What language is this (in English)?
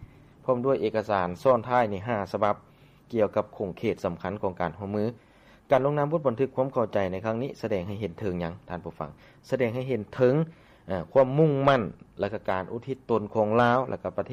Lao